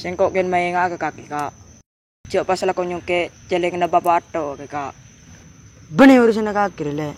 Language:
Madurese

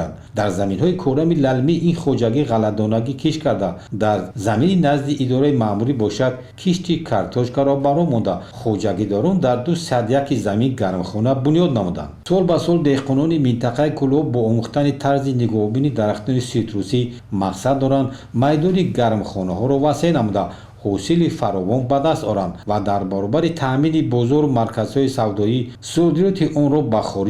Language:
Tajik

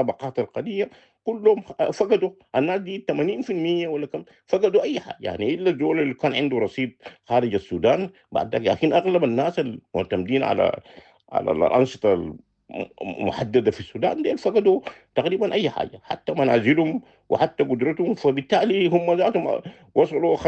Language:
Sudanese Arabic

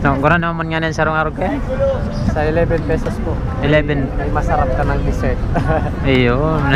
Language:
Bikol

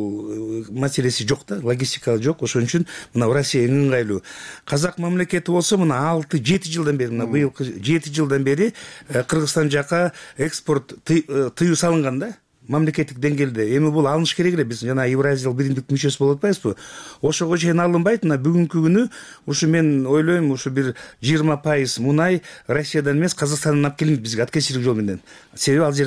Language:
Kyrgyz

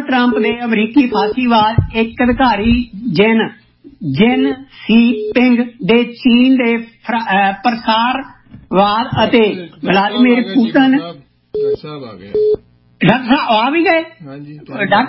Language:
Punjabi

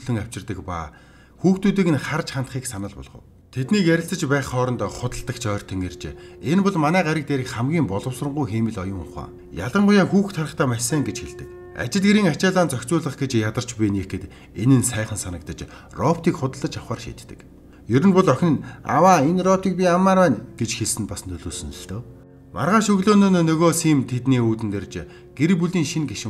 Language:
Mongolian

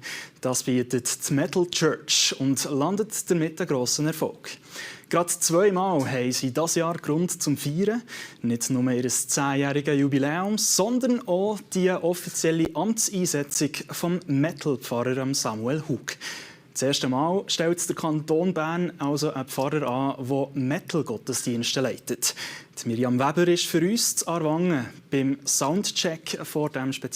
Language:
Swiss German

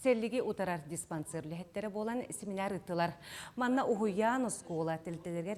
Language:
Yakut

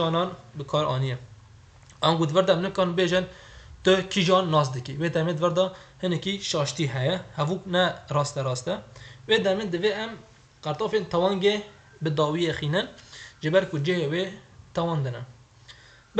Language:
Kurdish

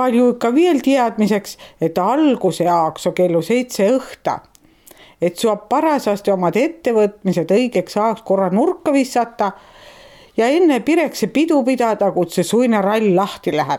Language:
Estonian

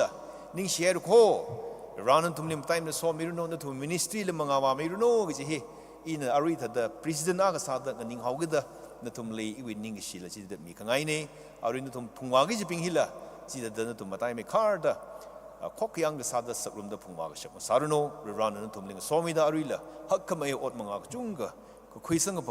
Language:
Tangkhul Naga (India)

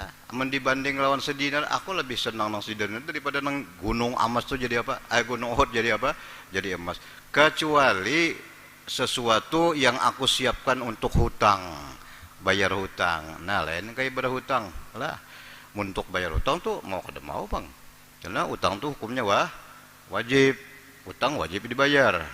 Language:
Banjar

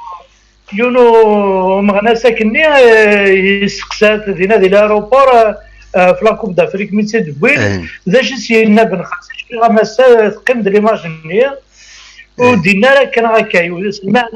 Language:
Kabyle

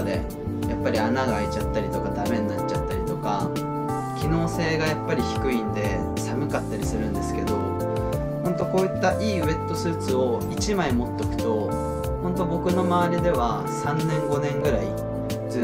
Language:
Japanese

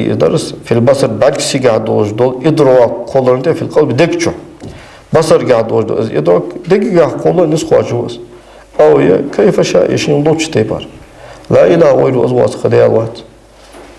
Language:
Ingush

